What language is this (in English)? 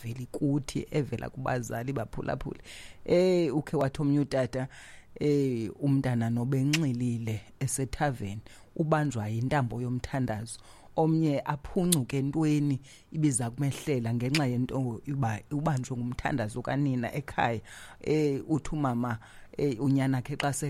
Xhosa